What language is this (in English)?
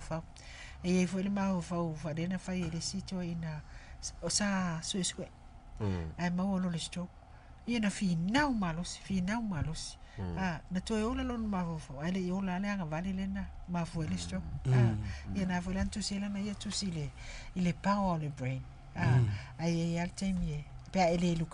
Samoan